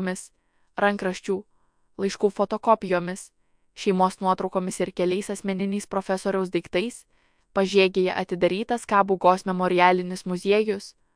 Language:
Lithuanian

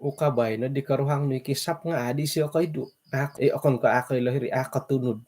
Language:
Central Dusun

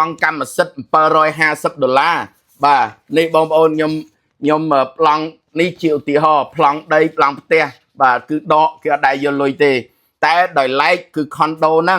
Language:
Khmer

